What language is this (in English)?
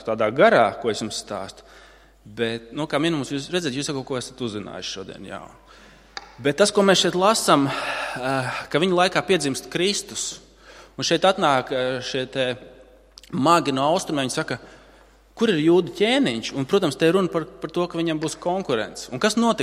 Latvian